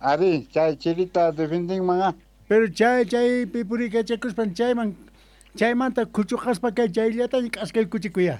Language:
Quechua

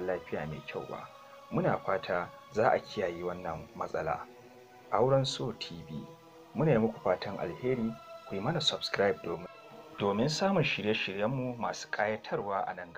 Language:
Hausa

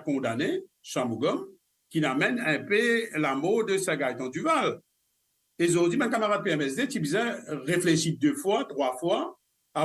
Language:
Morisyen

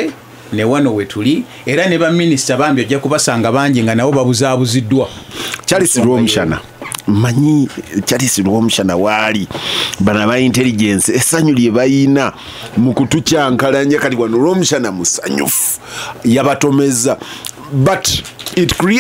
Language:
Ganda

